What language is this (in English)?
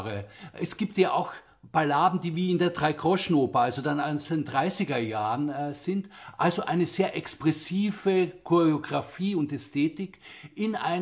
German